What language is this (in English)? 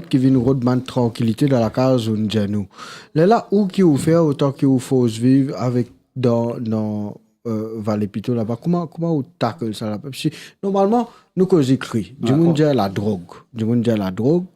Morisyen